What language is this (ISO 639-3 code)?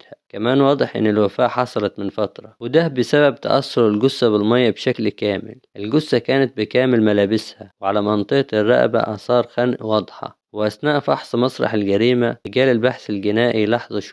arz